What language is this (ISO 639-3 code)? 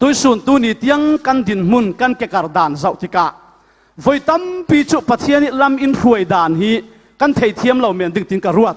cfm